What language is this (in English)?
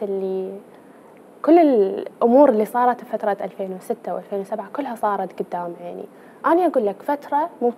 Mesopotamian Arabic